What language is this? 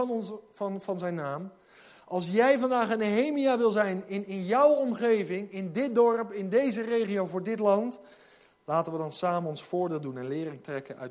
Dutch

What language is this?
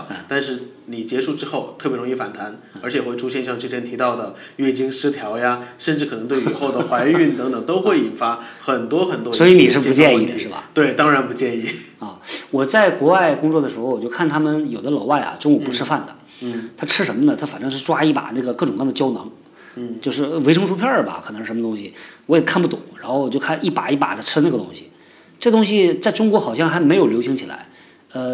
Chinese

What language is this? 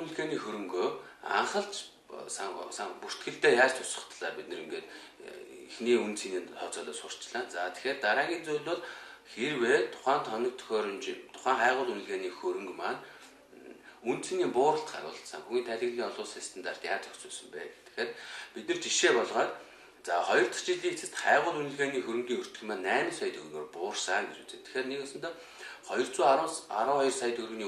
Mongolian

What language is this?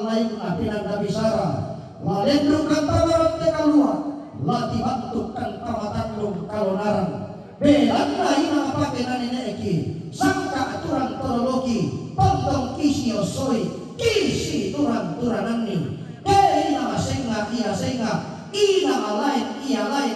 Toraja-Sa'dan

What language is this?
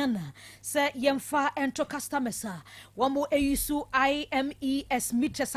Akan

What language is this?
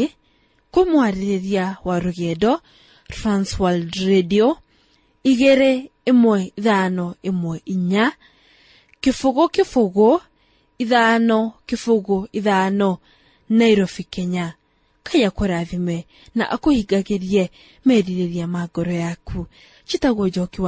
Kikuyu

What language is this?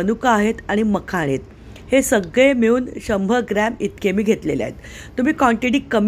Marathi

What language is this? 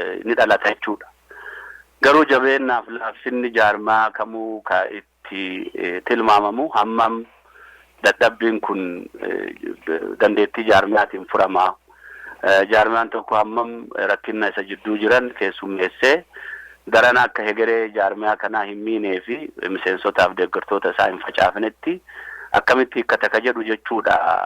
Oromo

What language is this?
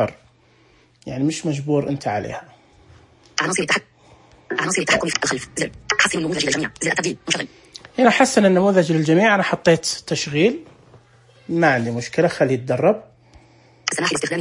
Najdi Arabic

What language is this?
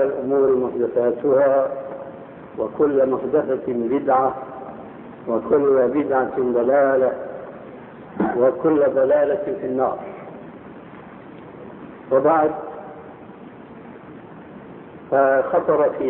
Arabic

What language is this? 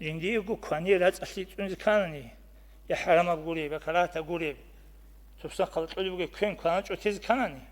Avaric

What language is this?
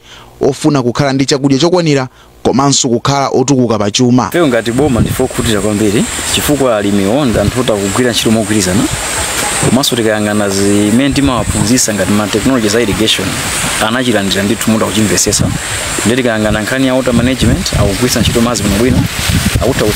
Nyanja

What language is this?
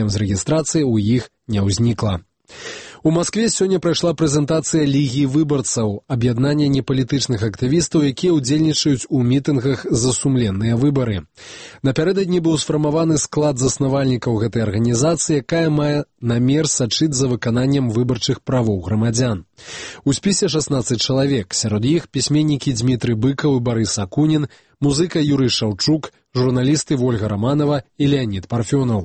Belarusian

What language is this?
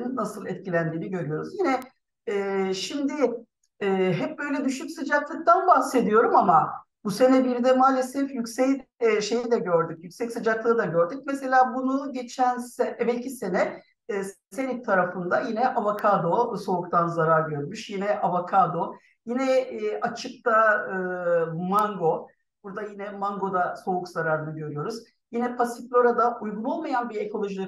Turkish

